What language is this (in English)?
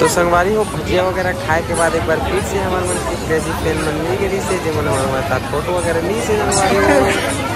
Chhattisgarhi